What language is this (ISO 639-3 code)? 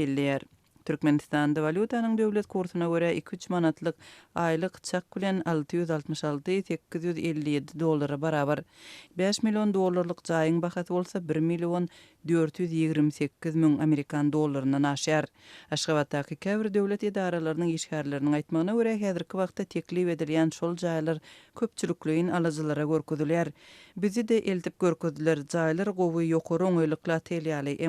tuk